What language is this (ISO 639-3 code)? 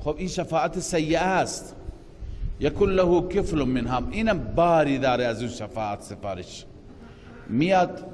fas